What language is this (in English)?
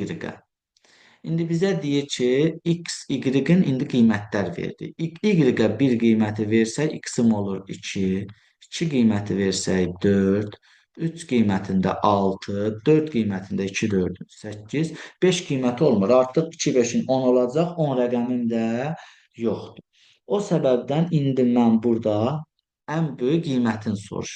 Azerbaijani